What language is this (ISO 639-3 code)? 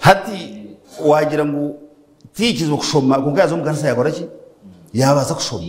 nyn